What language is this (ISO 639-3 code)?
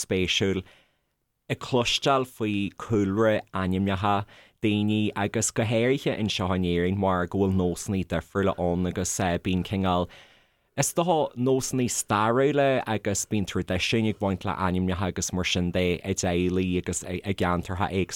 gle